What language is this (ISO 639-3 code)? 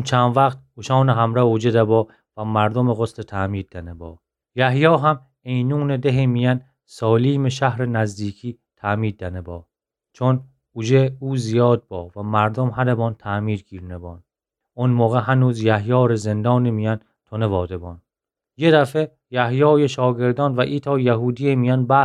glk